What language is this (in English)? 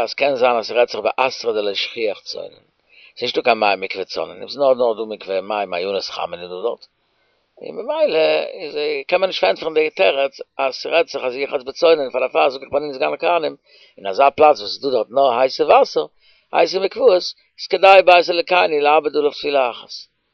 Yiddish